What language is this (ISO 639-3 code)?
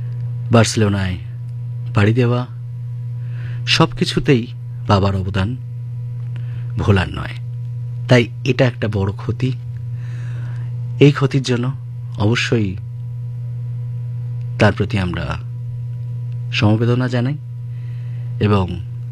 ben